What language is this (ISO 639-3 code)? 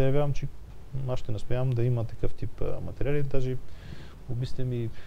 bul